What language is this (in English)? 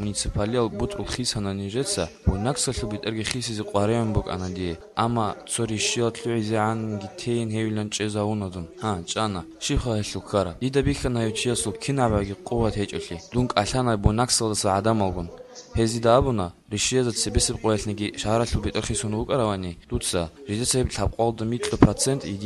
Avaric